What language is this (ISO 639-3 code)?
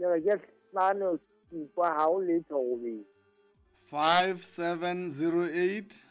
sot